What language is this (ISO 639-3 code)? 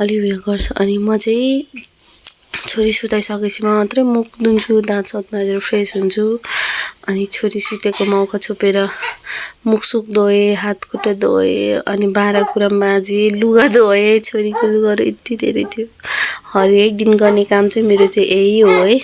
nep